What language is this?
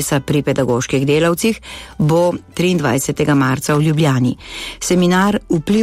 Slovenian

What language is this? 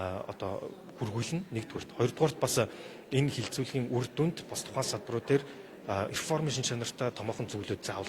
Mongolian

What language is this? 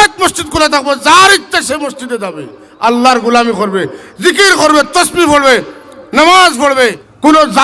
Sylheti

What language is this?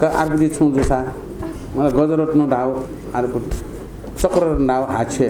Newari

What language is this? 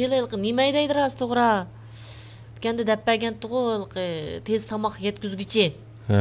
Uyghur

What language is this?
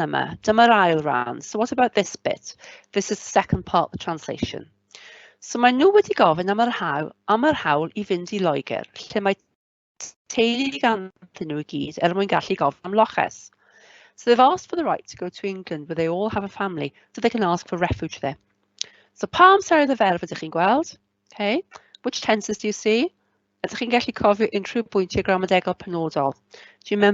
Welsh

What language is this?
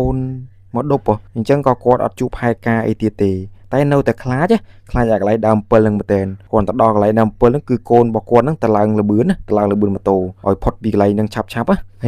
Khmer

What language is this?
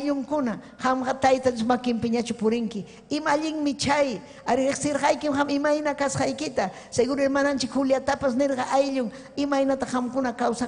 Ayacucho Quechua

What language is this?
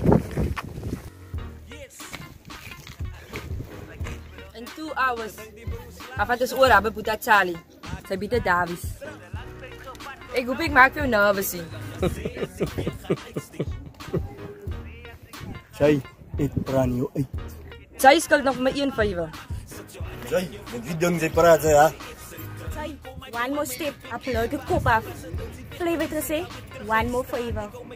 Afrikaans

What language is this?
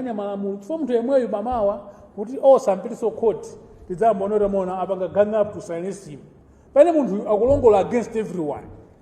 Nyanja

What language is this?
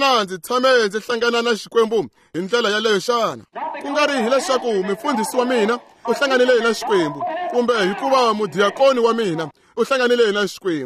Tsonga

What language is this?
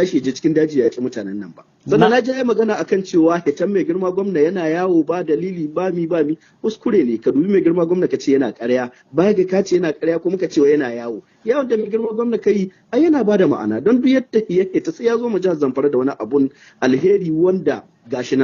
Hausa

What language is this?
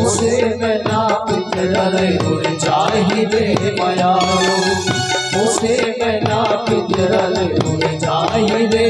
Chhattisgarhi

